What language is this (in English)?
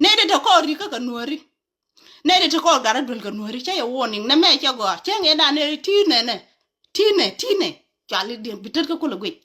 Nuer